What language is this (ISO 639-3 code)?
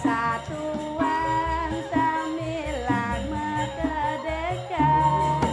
ban